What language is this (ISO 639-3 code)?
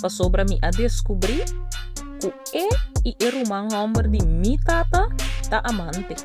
pap